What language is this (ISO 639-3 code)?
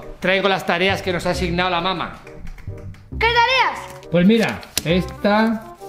spa